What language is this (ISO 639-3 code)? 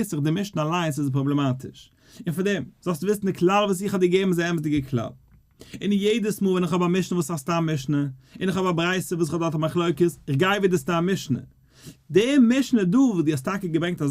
yid